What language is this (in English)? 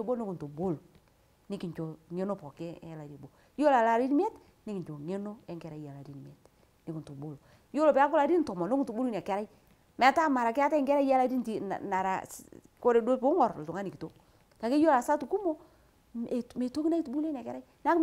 Masai